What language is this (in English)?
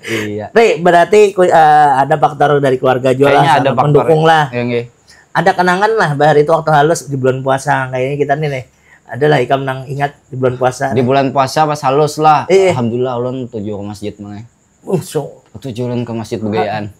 Banjar